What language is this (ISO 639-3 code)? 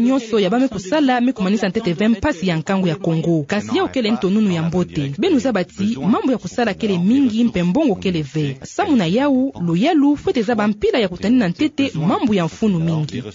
ktu